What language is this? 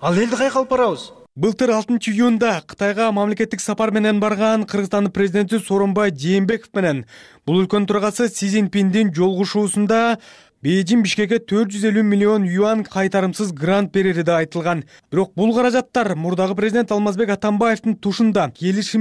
Kyrgyz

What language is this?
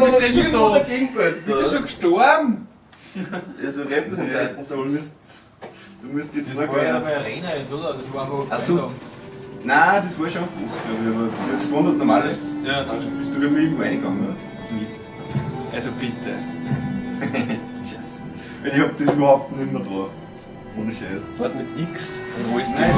Bavarian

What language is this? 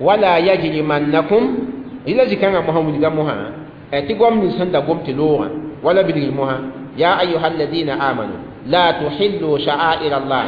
Mossi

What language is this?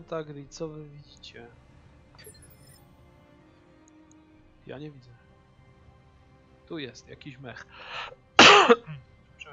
Polish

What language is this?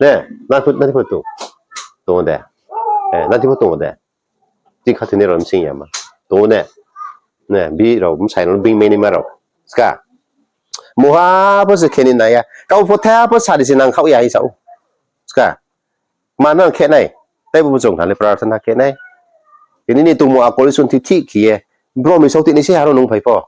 Riang (India)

